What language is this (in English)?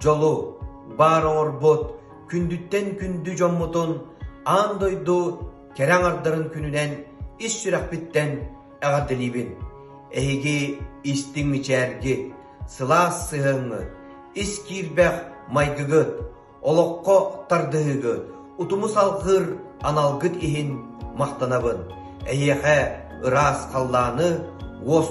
Yakut